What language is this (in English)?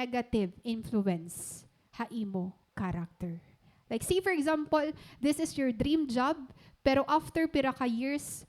Waray